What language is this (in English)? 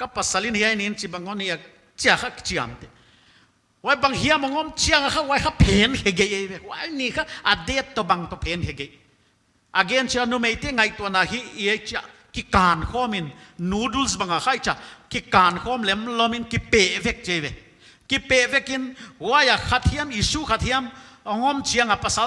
Paite Chin